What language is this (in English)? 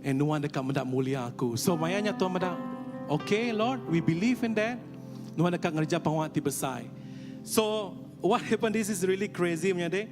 Iban